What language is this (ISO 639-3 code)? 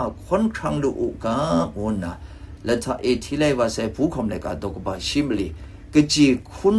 kac